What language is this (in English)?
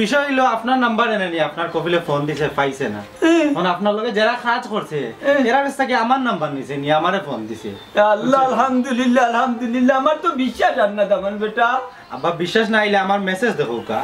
Sylheti